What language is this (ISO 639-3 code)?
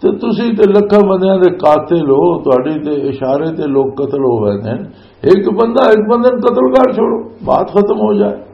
lah